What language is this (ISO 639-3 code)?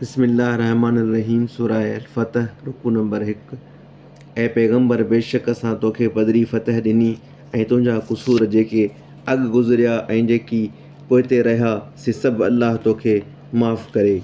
snd